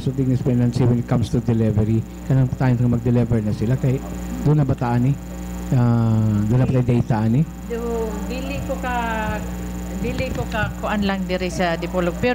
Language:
Cebuano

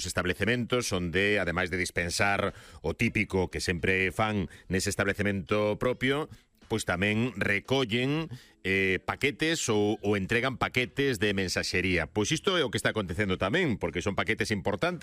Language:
Galician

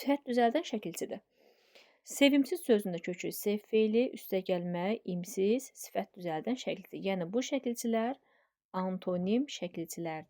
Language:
Azerbaijani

